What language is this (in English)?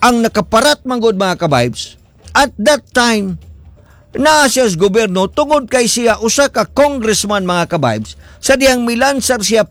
Cebuano